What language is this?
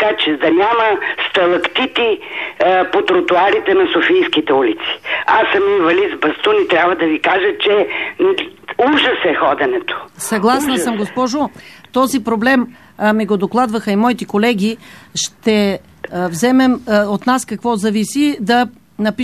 Bulgarian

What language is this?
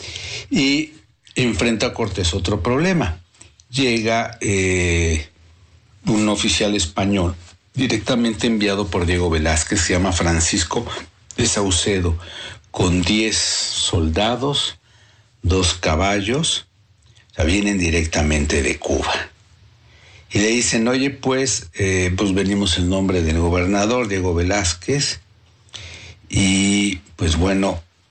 Spanish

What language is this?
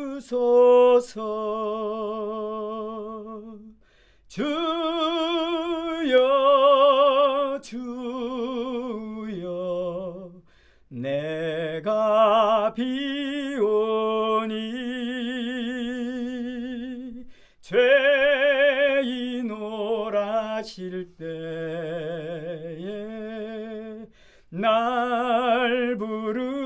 Korean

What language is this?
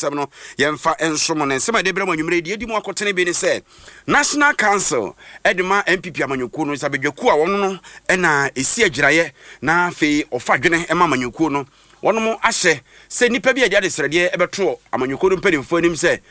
Akan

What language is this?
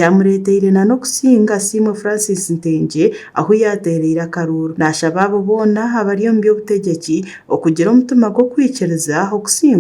Nyankole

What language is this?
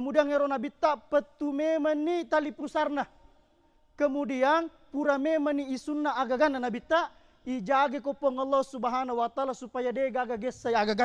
Buginese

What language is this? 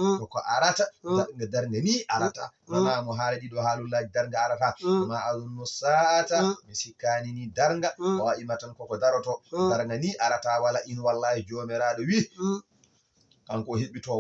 Fula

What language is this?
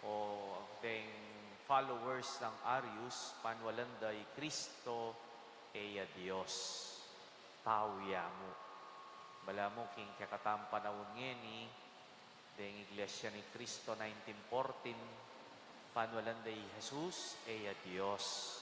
Pampanga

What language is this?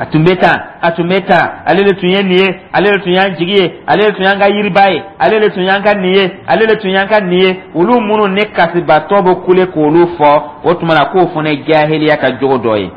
Dyula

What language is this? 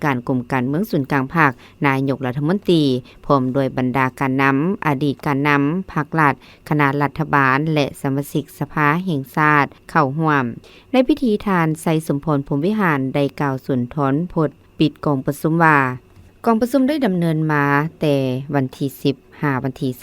Lao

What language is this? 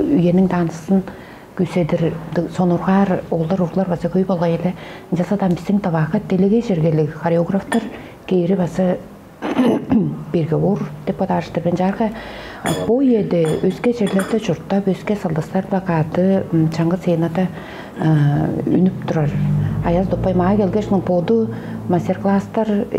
Tuvinian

